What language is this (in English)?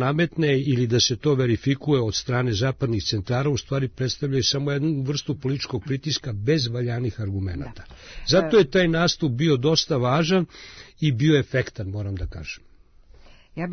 Serbian